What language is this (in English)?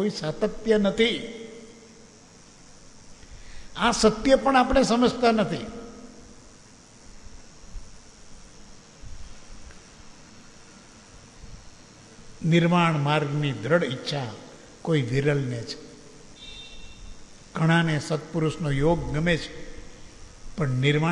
Gujarati